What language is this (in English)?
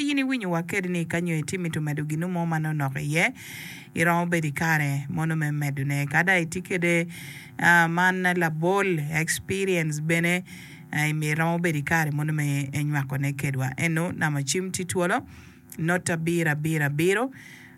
Acoli